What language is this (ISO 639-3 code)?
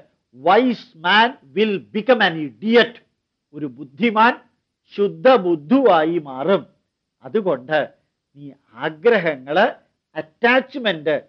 mal